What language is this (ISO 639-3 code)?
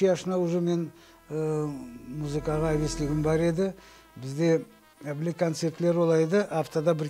crh